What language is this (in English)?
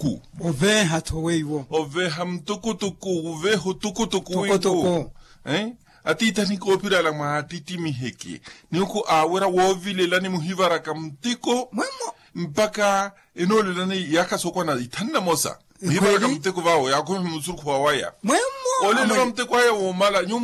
Makhuwa